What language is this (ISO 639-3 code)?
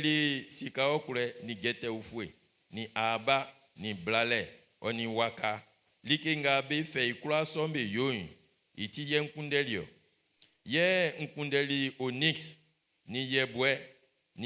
bci